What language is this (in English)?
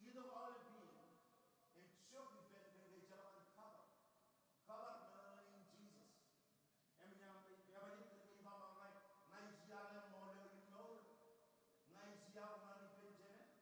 Marshallese